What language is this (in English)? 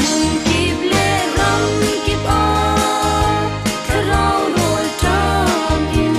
Falam Chin